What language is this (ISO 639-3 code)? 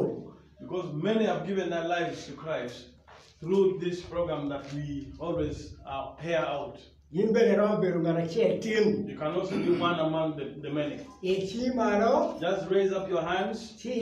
ach